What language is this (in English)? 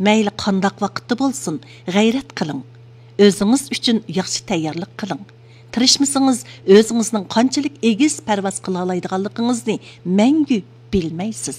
Uyghur